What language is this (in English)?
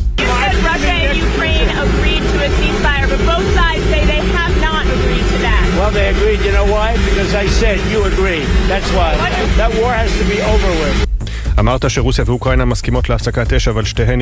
Hebrew